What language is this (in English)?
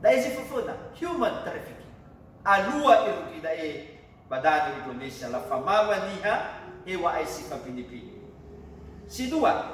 Nias